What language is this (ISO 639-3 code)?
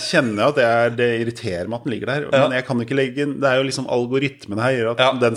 nor